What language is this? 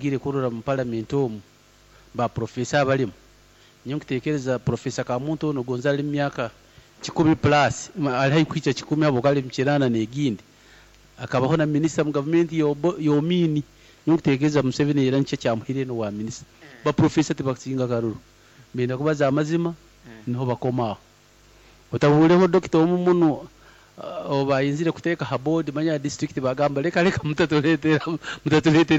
Nyankole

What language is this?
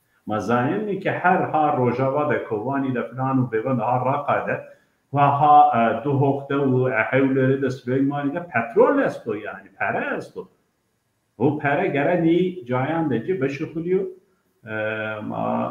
Zaza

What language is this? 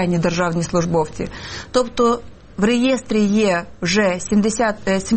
Ukrainian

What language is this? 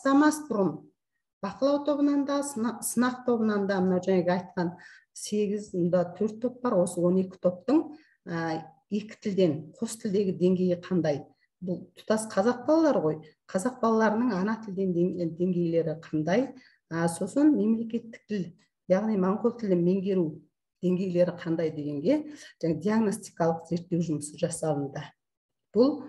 Kazakh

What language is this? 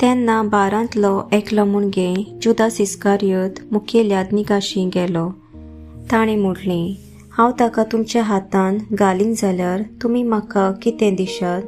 Konkani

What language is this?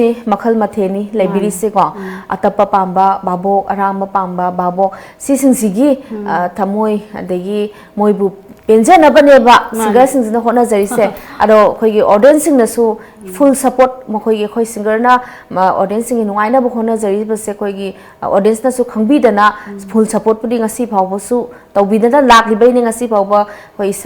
Manipuri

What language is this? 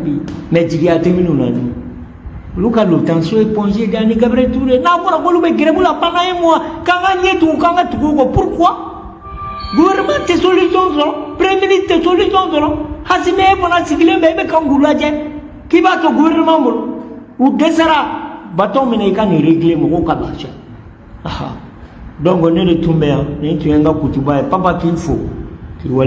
Bambara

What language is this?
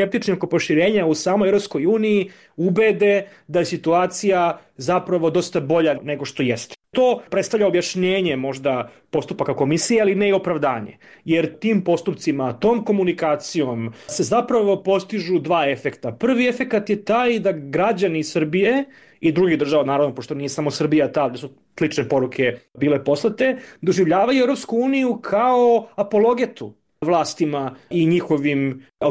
Serbian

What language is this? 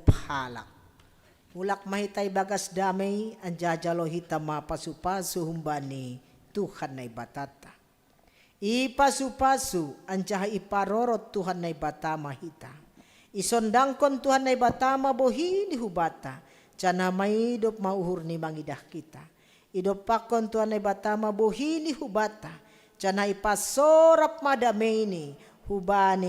Batak Simalungun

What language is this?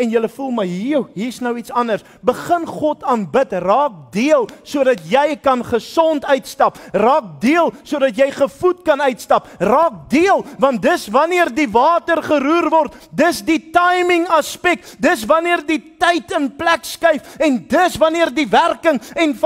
Afrikaans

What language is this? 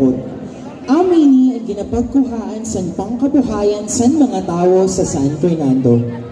Masbatenyo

